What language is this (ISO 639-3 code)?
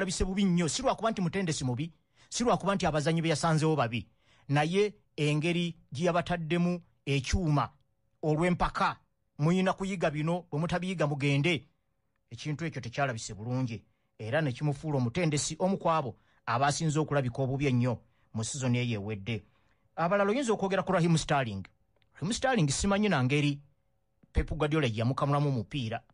lug